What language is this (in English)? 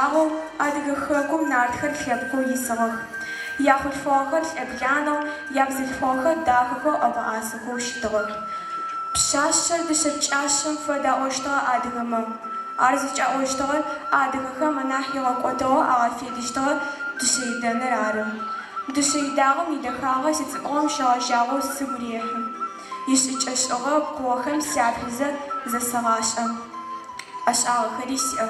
Adyghe